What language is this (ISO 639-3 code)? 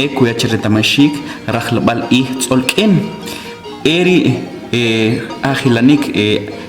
acr